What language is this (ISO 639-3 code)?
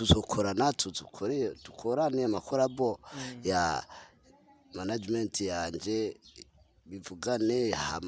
run